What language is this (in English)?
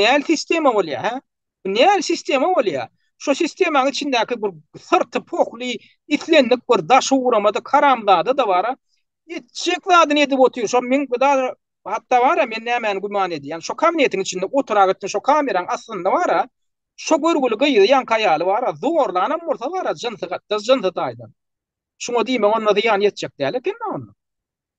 Turkmen